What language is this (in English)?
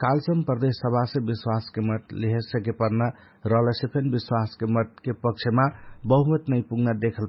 Dangaura Tharu